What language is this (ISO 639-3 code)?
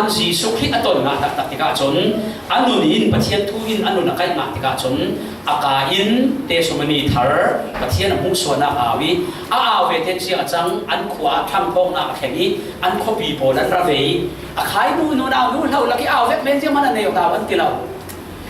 cfm